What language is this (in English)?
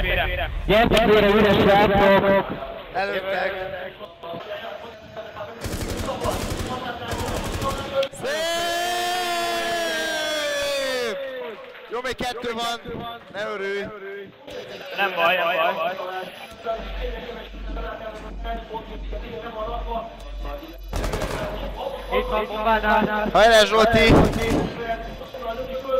Hungarian